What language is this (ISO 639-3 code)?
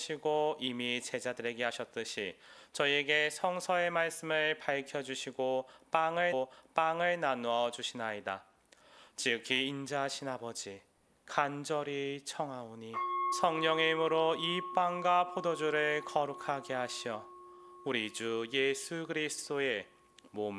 kor